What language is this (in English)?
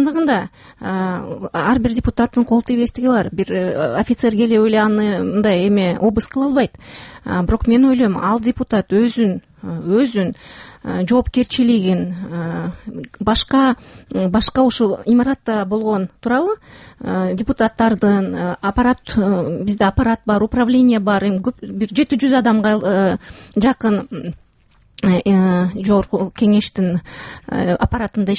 Kyrgyz